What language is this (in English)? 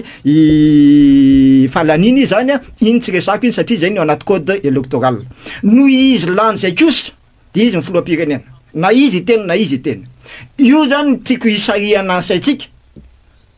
Malagasy